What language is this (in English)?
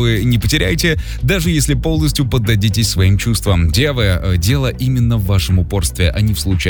Russian